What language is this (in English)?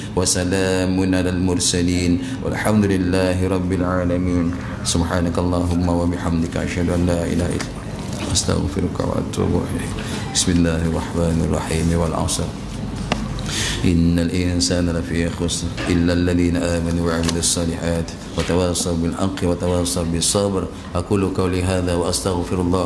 Malay